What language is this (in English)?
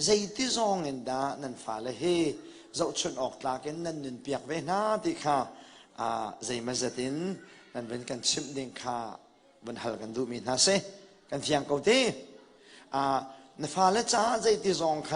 Hakha Chin